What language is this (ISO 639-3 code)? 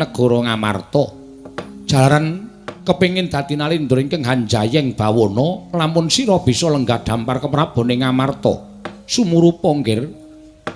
jav